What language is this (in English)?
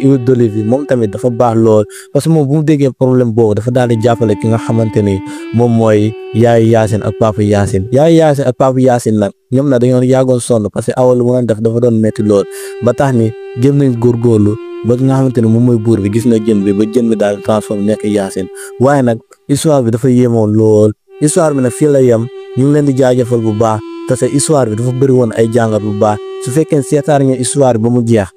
Wolof